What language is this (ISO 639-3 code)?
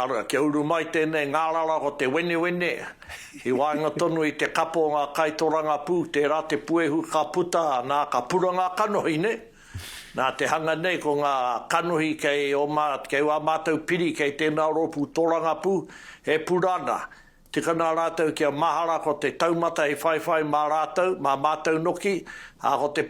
mri